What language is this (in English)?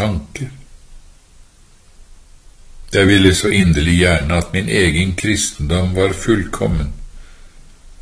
Norwegian